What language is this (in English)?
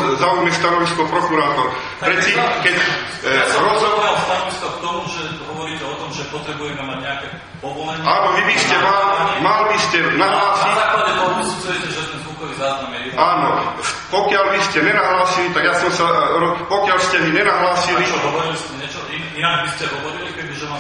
Slovak